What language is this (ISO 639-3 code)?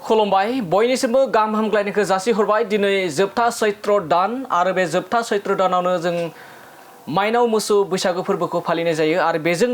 brx